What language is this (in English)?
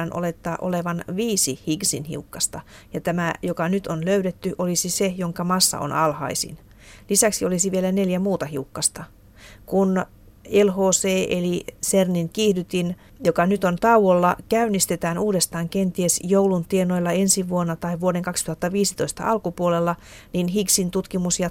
Finnish